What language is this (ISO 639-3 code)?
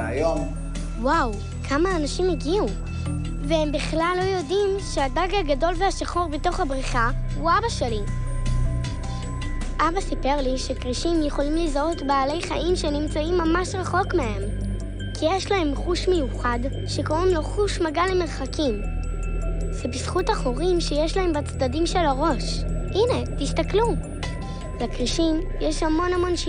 heb